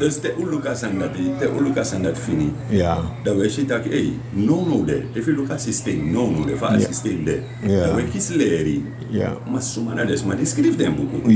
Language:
Sranan Tongo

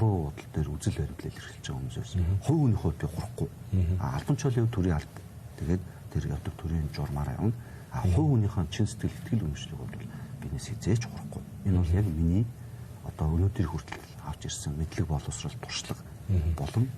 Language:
Mongolian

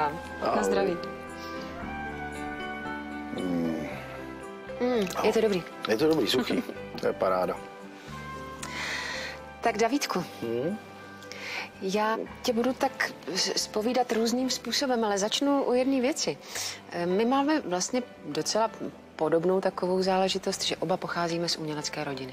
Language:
Czech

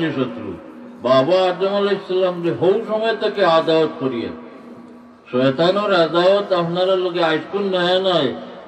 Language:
Sylheti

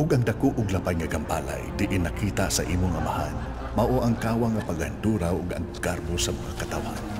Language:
Cebuano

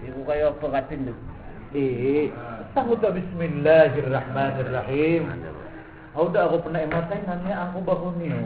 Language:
Maranao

